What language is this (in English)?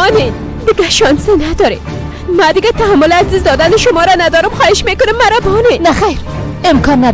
Persian